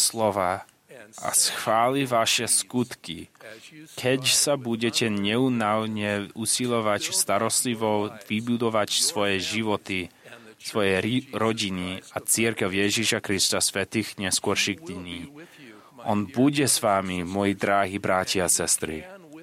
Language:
Slovak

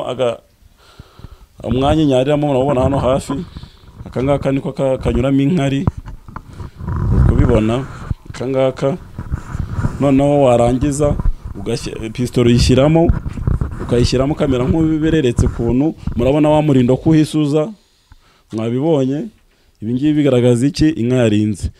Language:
Kinyarwanda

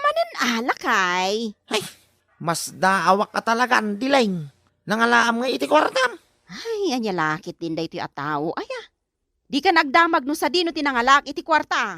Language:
Iloko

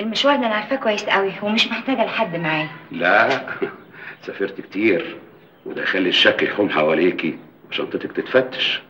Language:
Egyptian Arabic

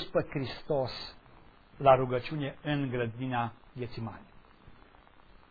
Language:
Romanian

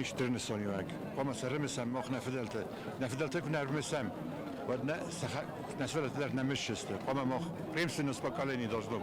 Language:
Ossetic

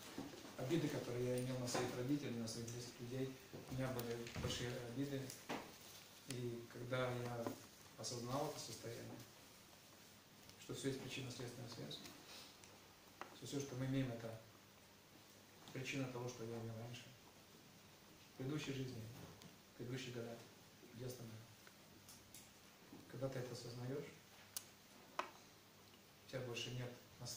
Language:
Russian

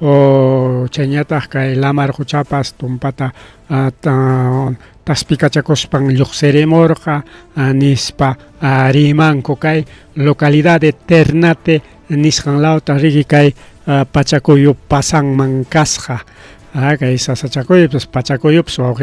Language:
Ayacucho Quechua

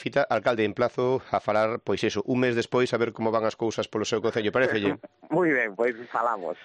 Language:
Galician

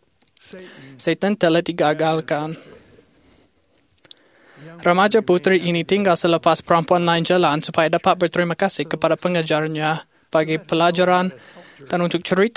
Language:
Malay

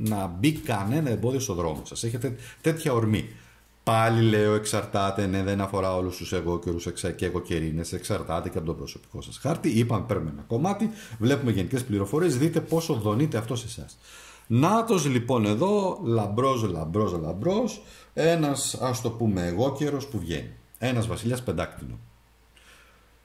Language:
Greek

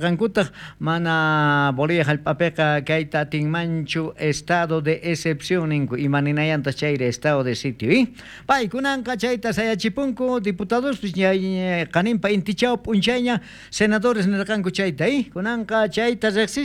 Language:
South Bolivian Quechua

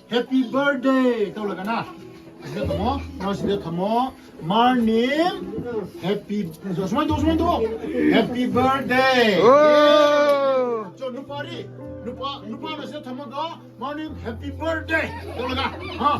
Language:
Manipuri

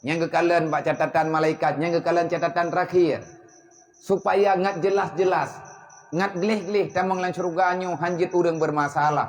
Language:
Achinese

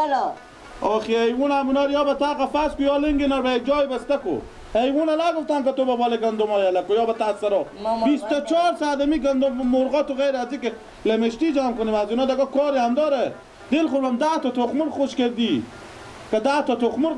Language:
Persian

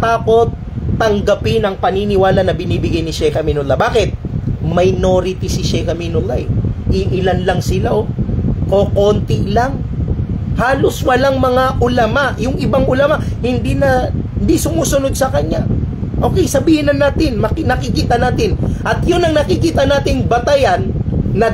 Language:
Maranao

